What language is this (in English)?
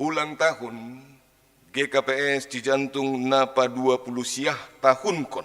Batak Simalungun